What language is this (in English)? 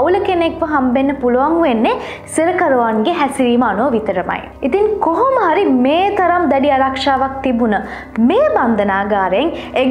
Sinhala